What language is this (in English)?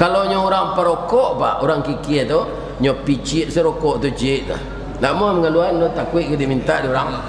Minangkabau